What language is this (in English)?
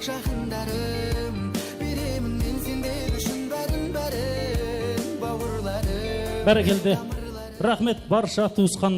Kara-Kalpak